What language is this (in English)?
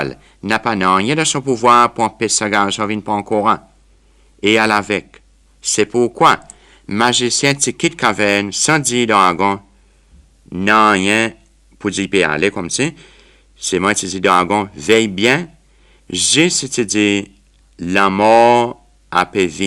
Seselwa Creole French